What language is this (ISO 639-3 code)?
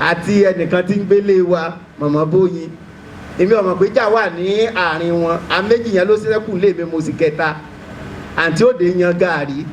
yor